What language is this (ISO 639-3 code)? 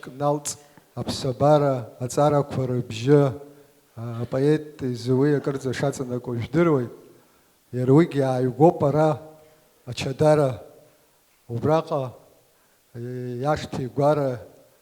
abk